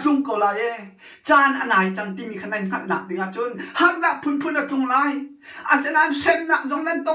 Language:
Hakha Chin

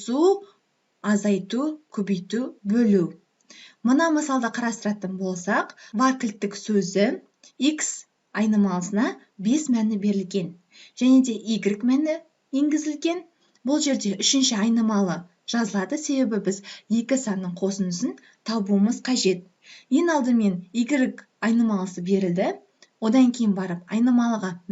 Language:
Kazakh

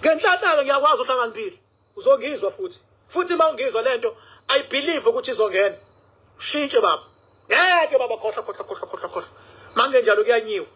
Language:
Zulu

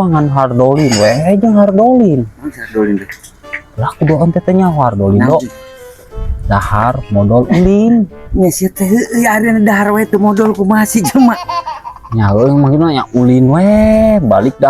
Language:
Sundanese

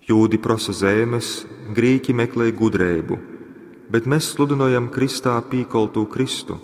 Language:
Latgalian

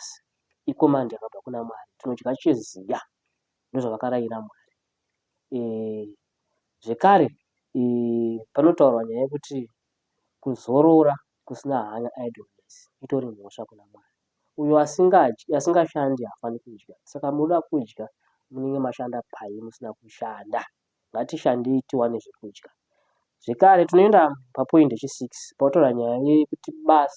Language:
Shona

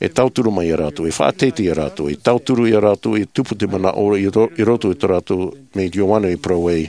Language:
Tahitian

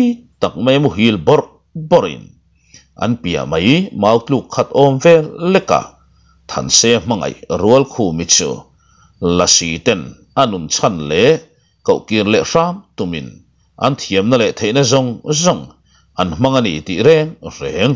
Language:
Mizo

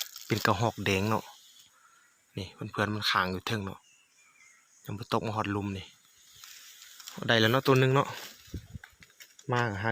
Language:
Lao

